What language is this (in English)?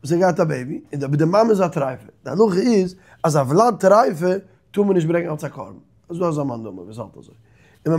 Yiddish